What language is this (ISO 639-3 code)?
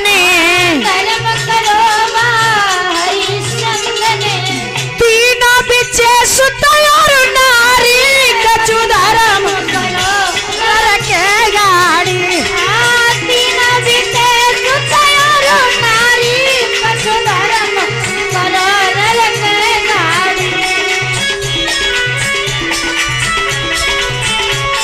bho